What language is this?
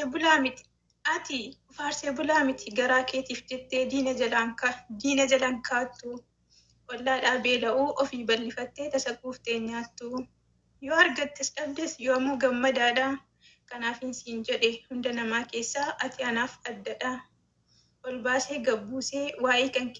Oromo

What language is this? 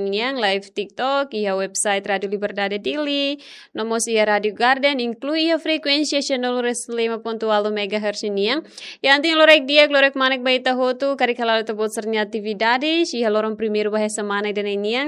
Tetum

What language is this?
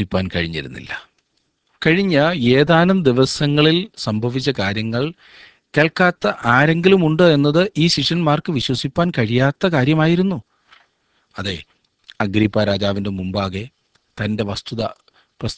Malayalam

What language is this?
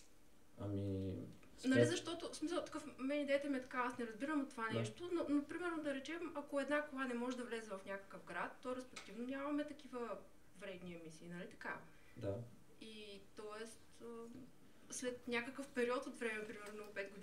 Bulgarian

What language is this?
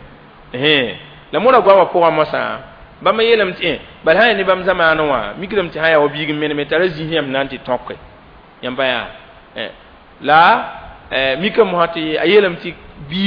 Mossi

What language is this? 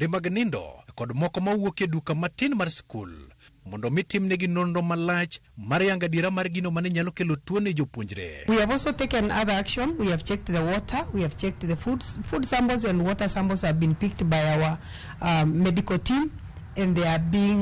Luo (Kenya and Tanzania)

